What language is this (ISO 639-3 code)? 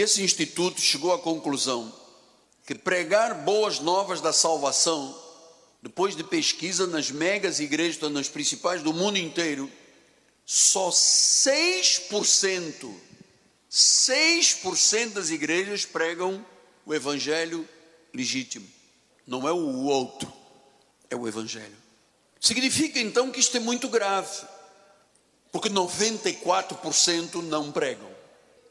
por